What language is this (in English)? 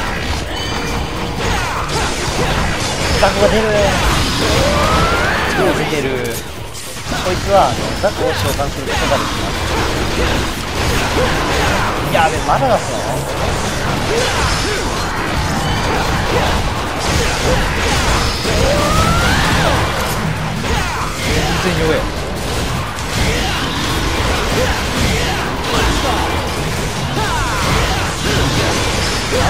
Japanese